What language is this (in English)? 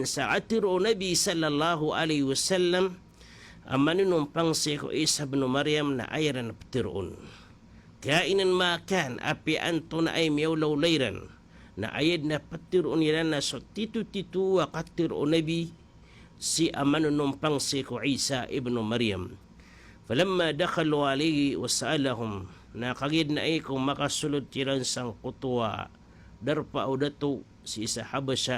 Maranao